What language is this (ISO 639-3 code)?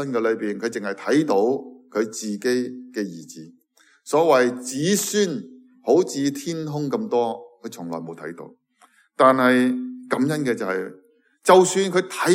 yue